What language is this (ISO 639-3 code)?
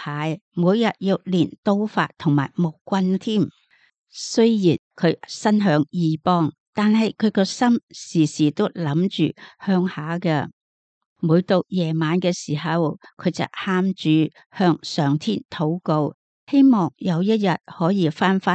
yue